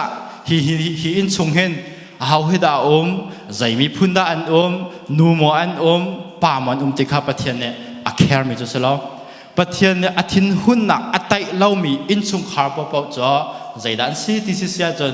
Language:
Hakha Chin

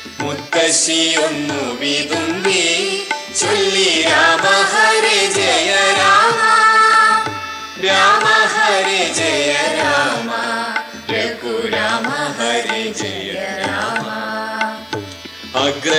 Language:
Malayalam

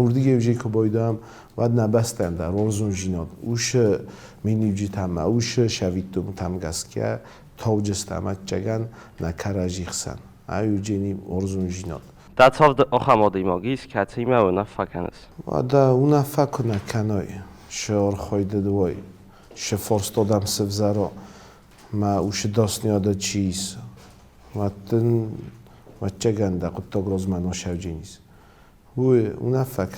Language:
Ossetic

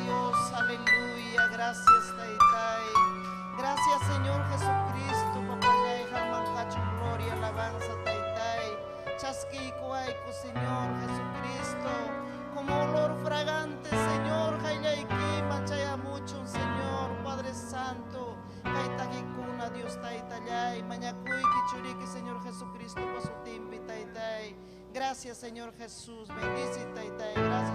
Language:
Ayacucho Quechua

